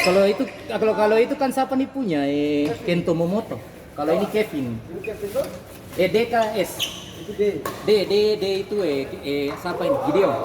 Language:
Ambonese Malay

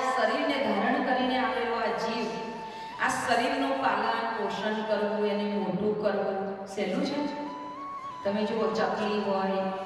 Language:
Gujarati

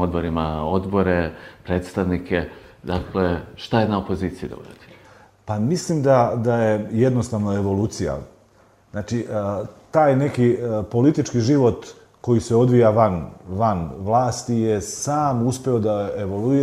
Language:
Serbian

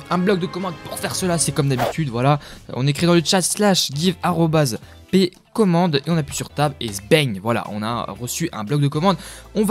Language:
French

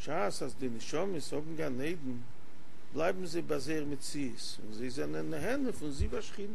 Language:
Yiddish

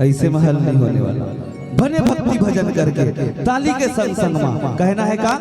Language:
Chhattisgarhi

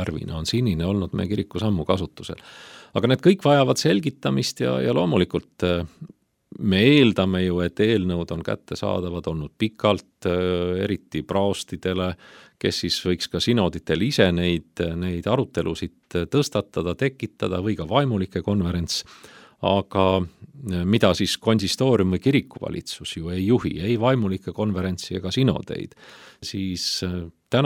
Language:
Estonian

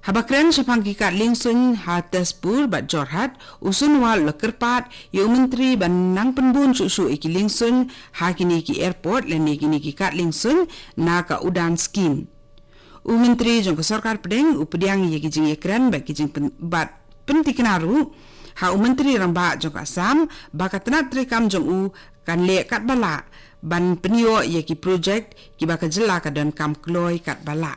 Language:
Khasi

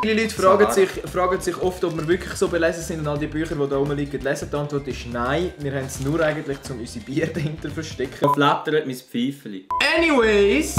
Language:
Swiss German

